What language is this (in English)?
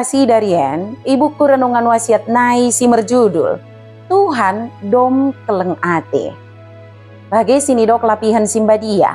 Batak Dairi